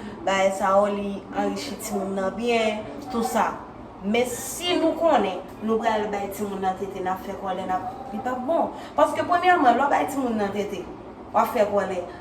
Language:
Haitian Creole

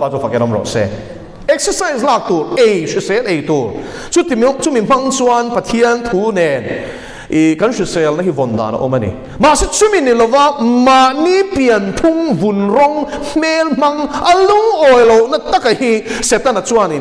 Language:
Mizo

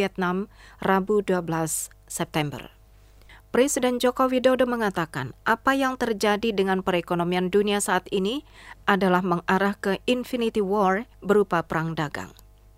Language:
Indonesian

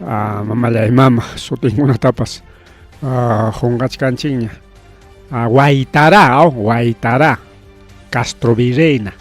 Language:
Ayacucho Quechua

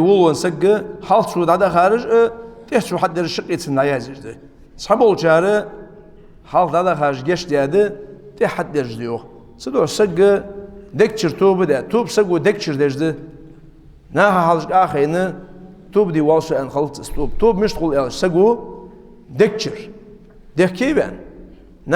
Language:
Ingush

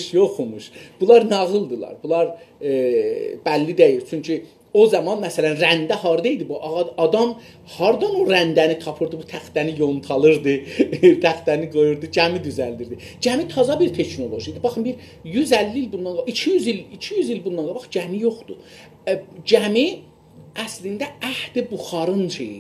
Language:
South Azerbaijani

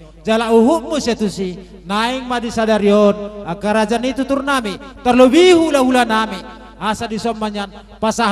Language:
Batak Toba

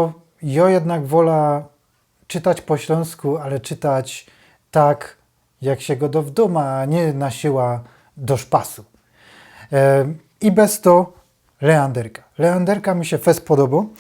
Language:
Silesian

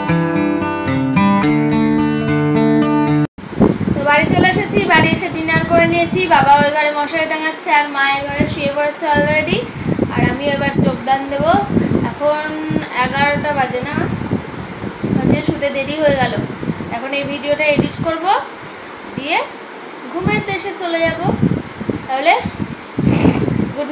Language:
Bangla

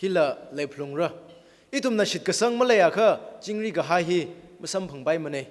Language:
Tangkhul Naga (India)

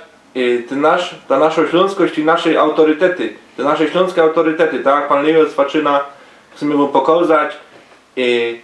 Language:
Silesian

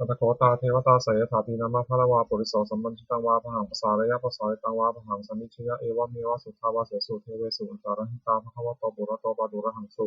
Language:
Pali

